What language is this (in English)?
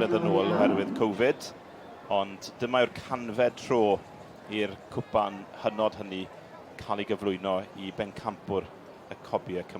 Welsh